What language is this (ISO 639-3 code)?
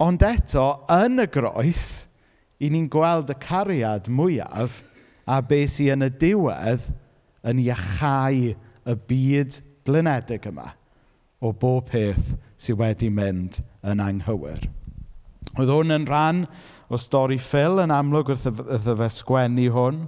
cym